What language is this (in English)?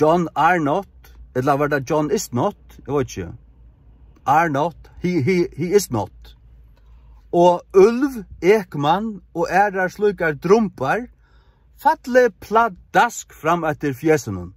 Faroese